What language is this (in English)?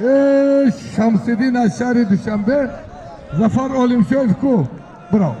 Tajik